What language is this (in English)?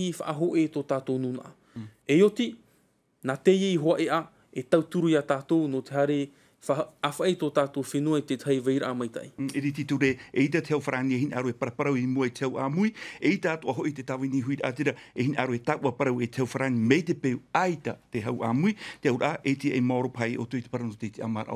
Tahitian